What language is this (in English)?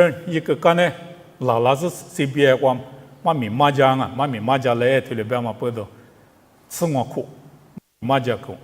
Lisu